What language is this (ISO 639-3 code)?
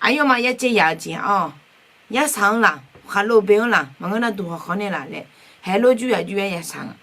ahk